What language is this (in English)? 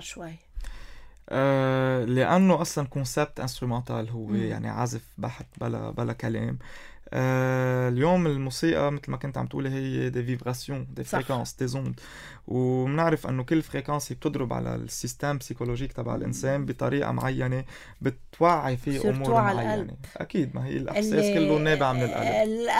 North Levantine Arabic